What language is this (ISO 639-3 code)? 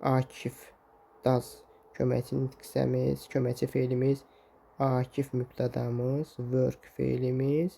aze